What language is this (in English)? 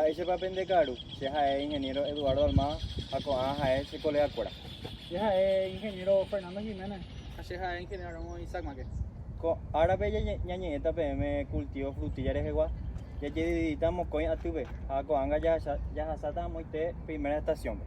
Guarani